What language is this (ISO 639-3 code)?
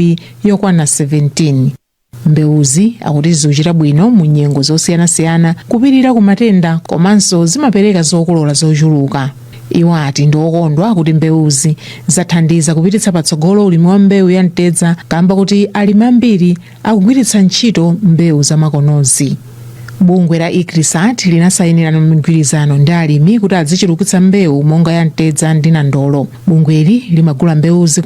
nya